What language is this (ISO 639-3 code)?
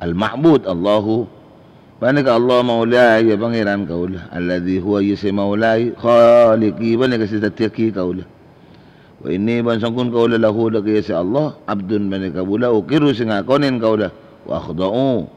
mad